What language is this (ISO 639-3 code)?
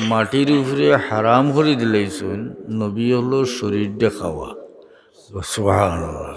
syl